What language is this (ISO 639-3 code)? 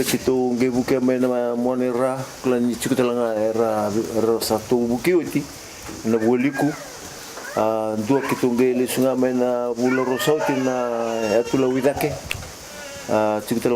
fij